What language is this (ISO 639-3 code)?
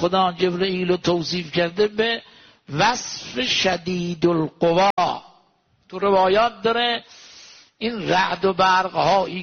fas